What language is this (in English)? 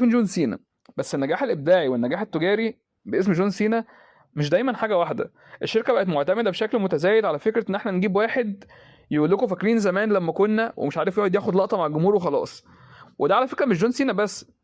Egyptian Arabic